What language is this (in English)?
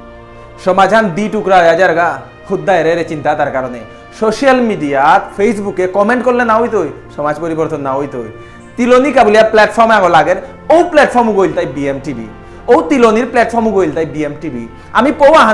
Bishnupriya